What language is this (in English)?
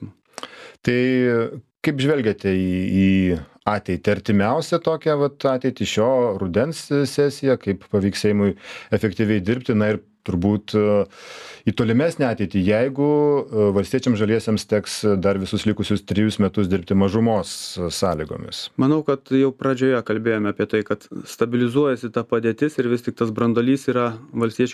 Lithuanian